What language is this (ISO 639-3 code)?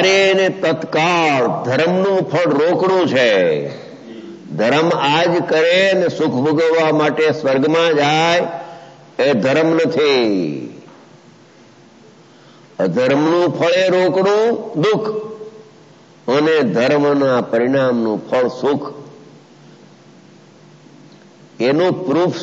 guj